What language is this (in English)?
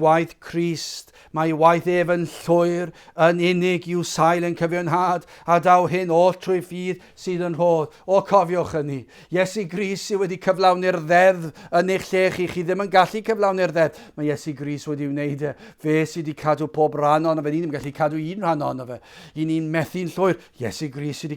Welsh